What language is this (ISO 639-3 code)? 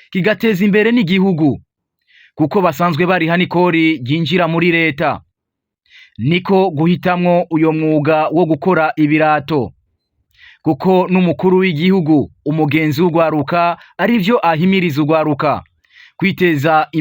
run